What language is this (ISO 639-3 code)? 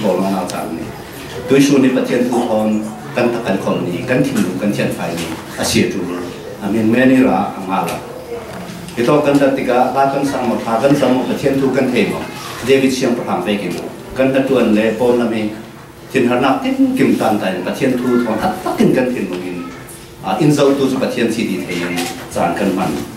cfm